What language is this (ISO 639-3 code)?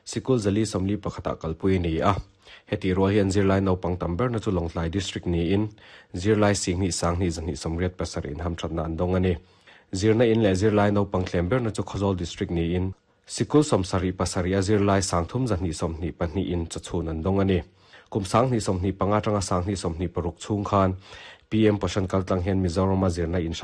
lus